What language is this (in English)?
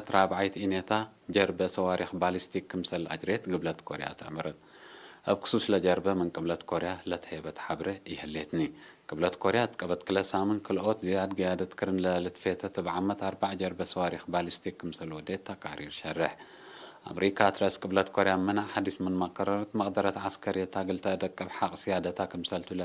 Tigre